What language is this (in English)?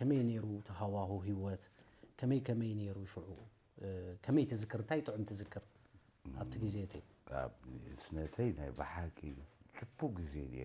Tigrinya